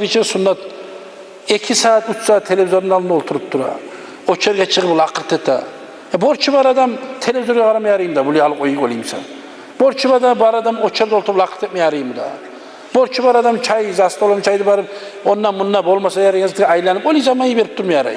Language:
Kumyk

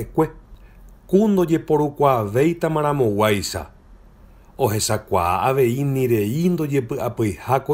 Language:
Guarani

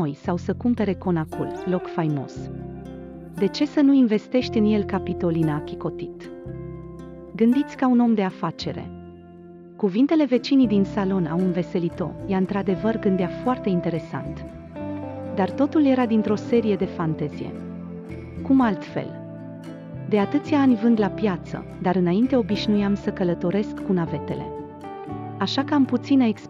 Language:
Romanian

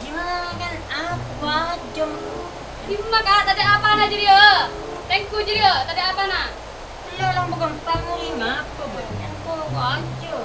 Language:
Madurese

